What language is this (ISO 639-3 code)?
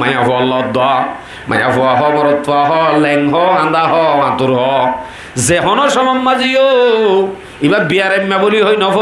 rhg